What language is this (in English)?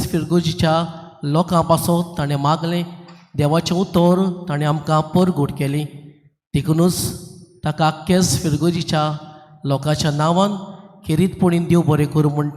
Konkani